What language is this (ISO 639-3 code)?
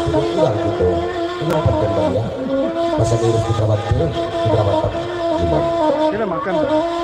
min